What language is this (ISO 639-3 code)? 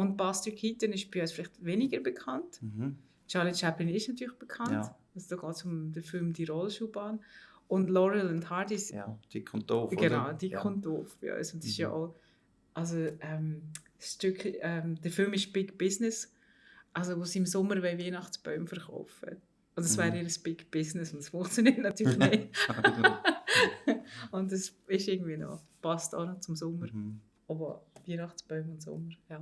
gsw